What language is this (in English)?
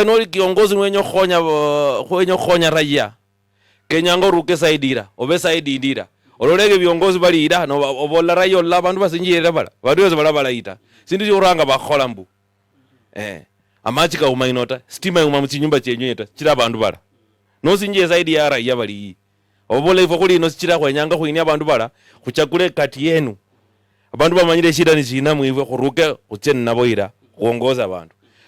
Luyia